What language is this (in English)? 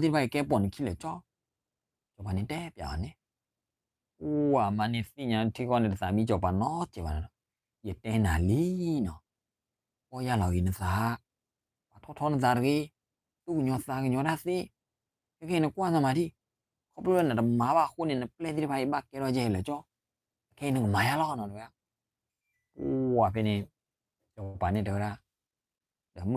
S'gaw Karen